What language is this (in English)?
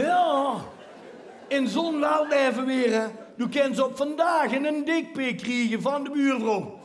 Limburgish